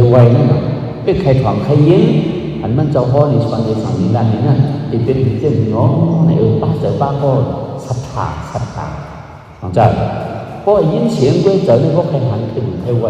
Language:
Shan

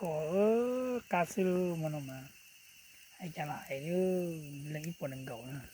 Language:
Hmong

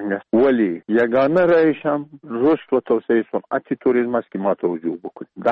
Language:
Persian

